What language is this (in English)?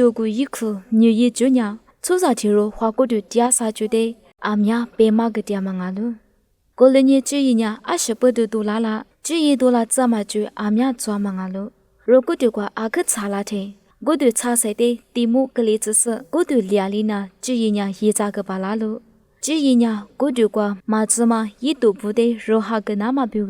Lisu